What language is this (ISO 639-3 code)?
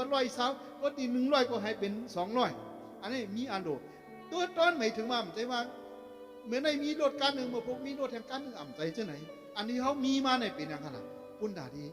shn